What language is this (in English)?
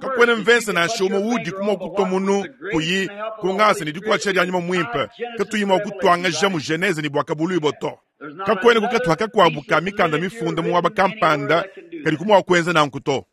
Luba-Lulua